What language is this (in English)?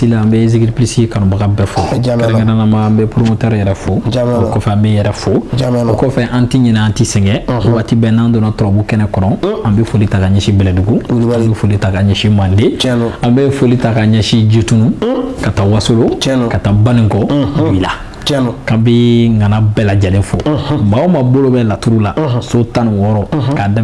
Bambara